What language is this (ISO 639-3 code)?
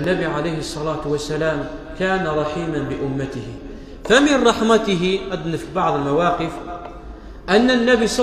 kab